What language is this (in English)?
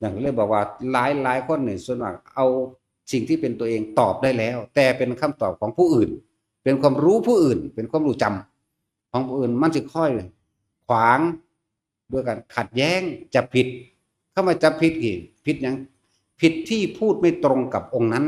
Northeastern Thai